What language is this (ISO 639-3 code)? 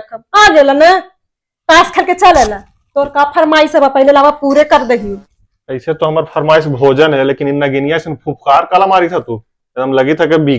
mag